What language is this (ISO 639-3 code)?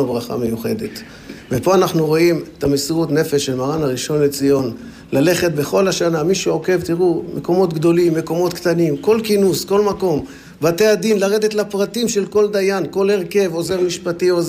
heb